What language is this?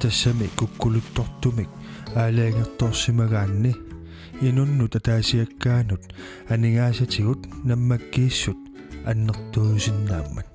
Kalaallisut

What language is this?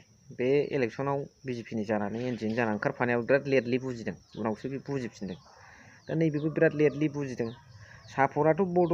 Bodo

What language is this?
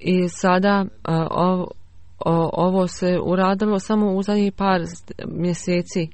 Bosnian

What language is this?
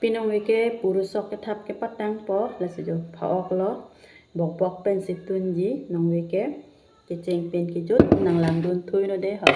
Karbi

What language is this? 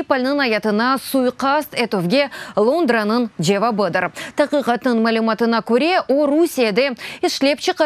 Crimean Tatar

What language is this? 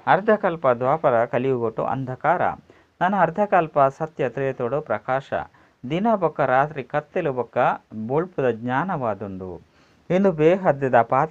Tulu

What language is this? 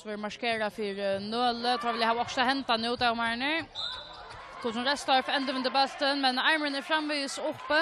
Faroese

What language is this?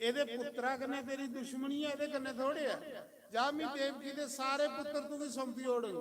Dogri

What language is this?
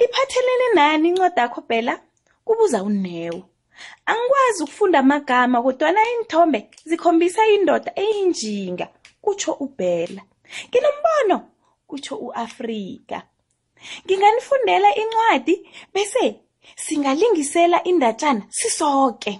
South Ndebele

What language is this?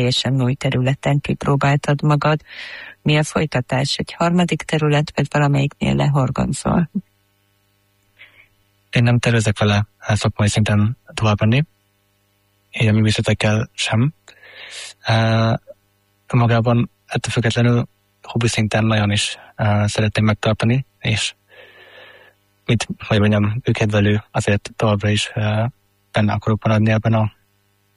Hungarian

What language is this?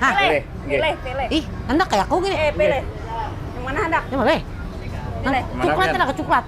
Banjar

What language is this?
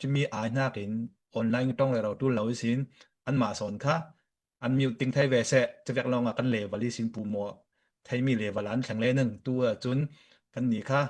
Hakha Chin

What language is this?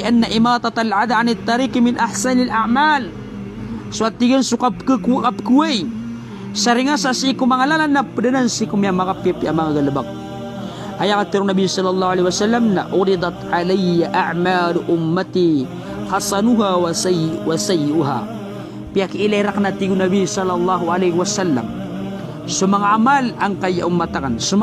Maranao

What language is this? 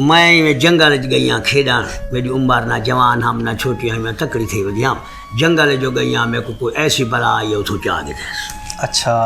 Saraiki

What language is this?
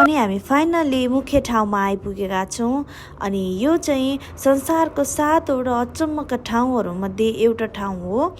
Nepali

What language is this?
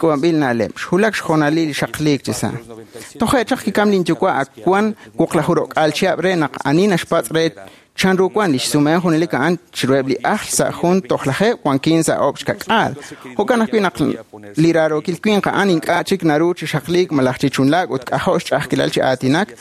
Kekchí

